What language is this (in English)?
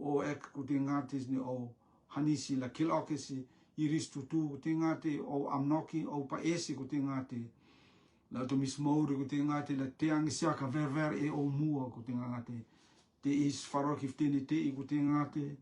Rotuman